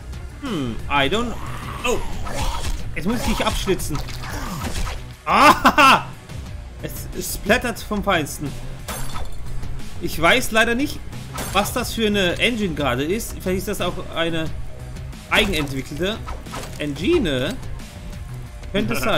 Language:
German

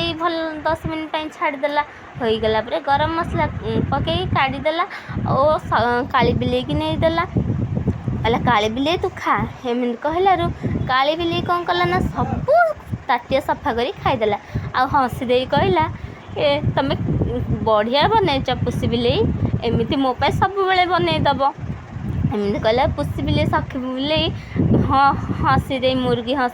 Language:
Odia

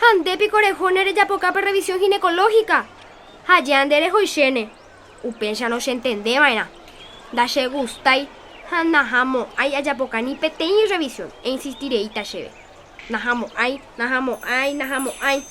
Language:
Guarani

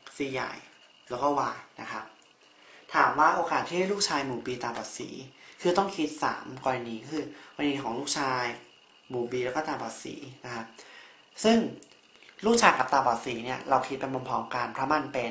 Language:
Thai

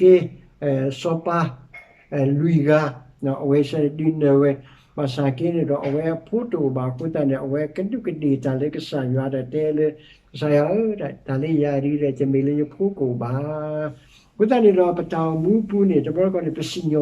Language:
S'gaw Karen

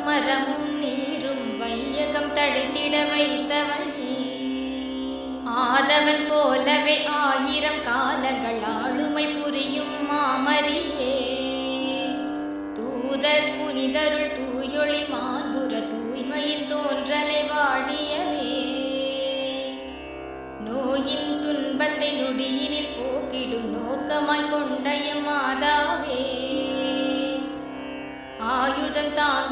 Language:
Tamil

